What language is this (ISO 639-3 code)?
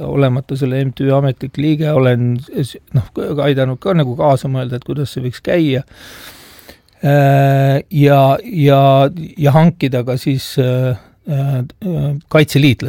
est